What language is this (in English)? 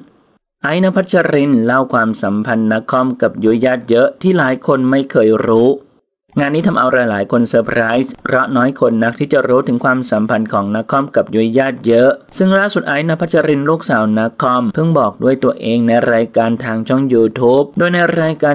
Thai